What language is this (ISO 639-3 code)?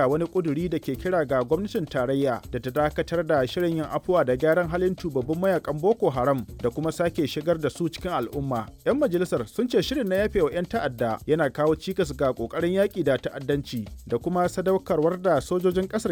hau